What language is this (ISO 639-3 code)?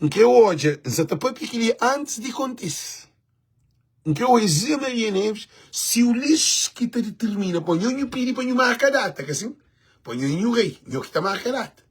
kea